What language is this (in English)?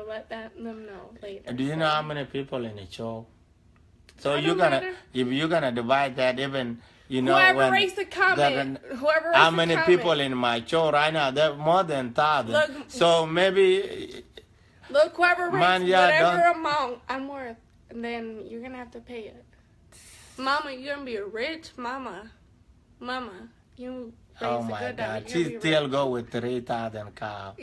Dinka